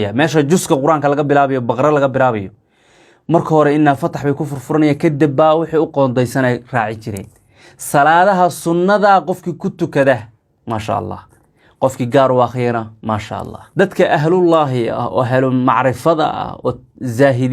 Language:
Somali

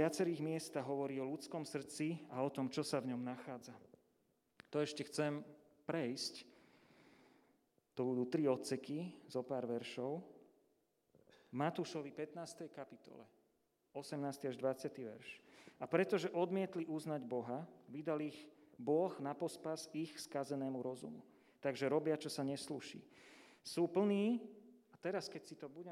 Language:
Slovak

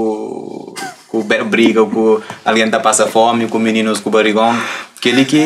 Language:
Kabuverdianu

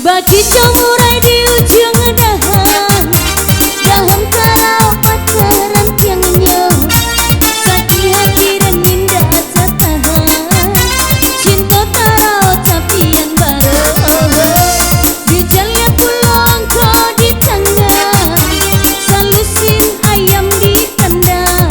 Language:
Minangkabau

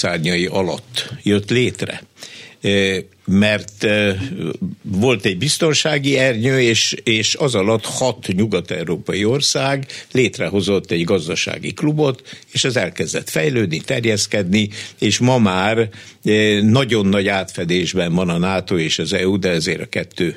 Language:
Hungarian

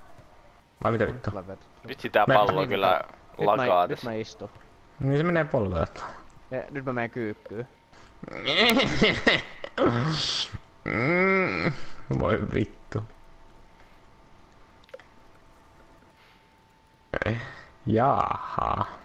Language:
Finnish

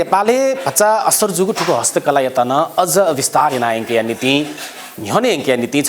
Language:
Newari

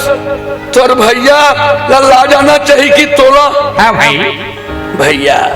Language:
Chhattisgarhi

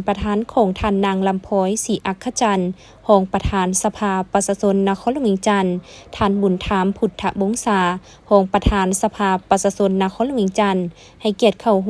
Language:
Lao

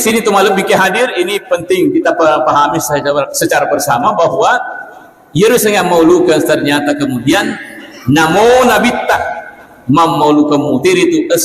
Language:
Buginese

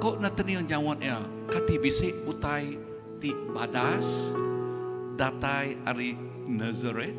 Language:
Iban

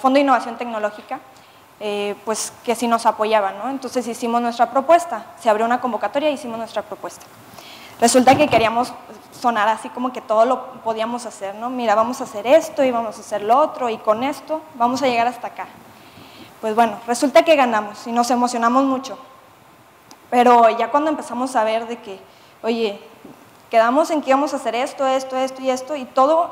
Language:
Spanish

